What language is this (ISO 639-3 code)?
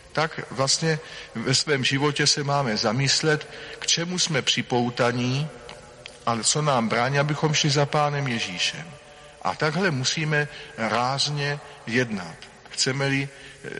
ces